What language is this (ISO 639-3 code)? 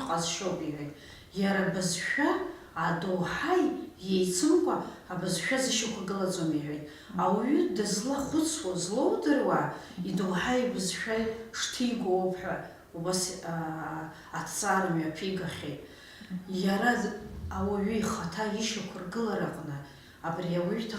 abk